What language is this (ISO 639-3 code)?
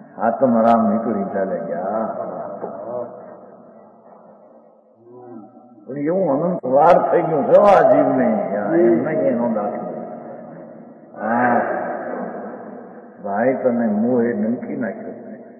guj